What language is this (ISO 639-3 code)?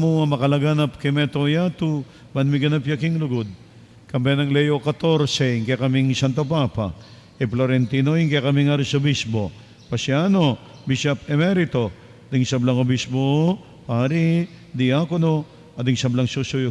pam